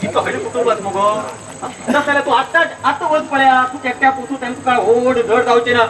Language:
Konkani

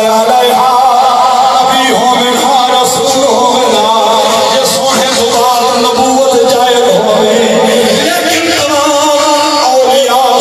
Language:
Saraiki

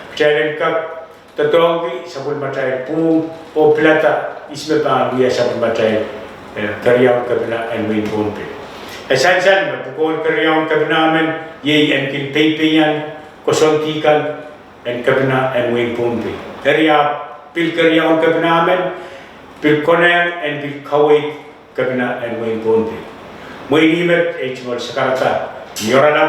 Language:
Pohnpeian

